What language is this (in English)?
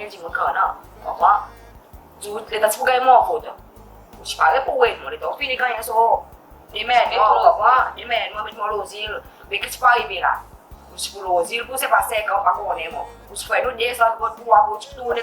Seselwa Creole French